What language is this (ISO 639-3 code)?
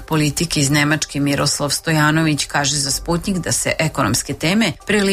srp